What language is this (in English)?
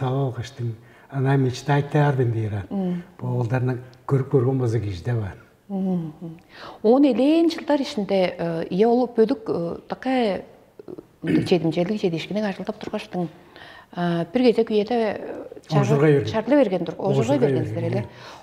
Tuvinian